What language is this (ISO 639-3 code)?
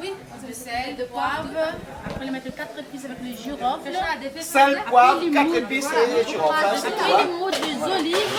rcf